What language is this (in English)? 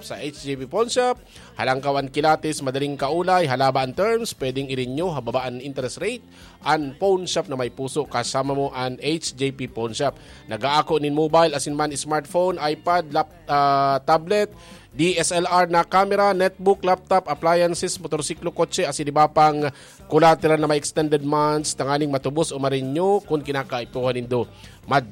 Bikol